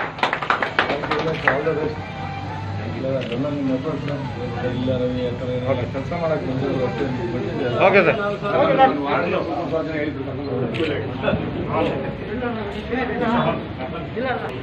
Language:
Kannada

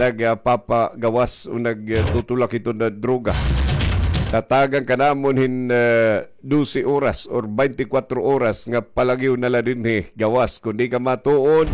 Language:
Waray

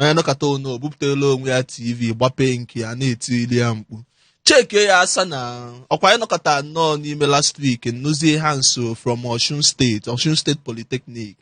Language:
Igbo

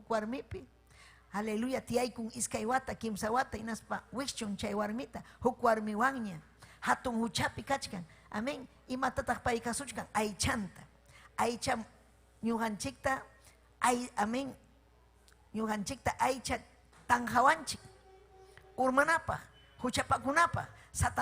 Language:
Ayacucho Quechua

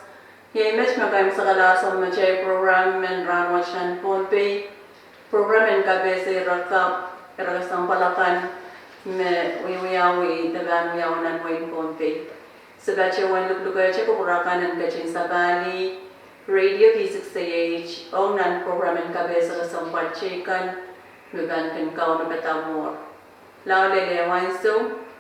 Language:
Pohnpeian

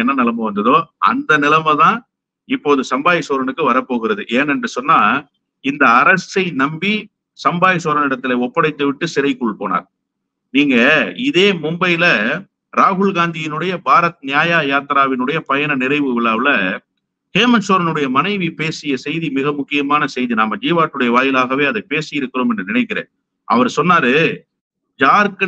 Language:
Tamil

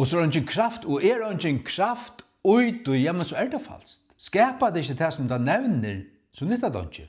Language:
Faroese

